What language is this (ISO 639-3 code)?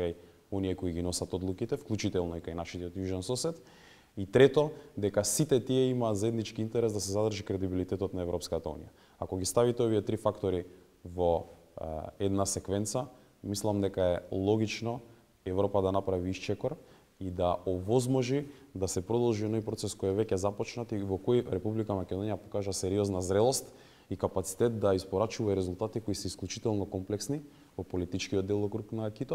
mkd